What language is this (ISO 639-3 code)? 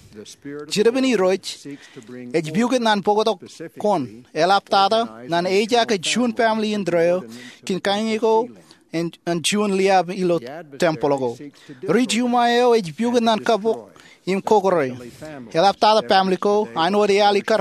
mah